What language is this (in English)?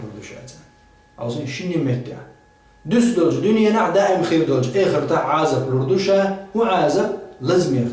Chechen